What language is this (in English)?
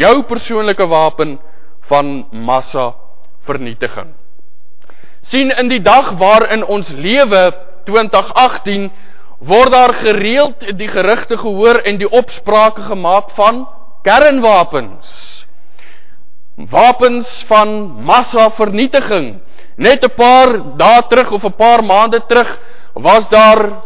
Afrikaans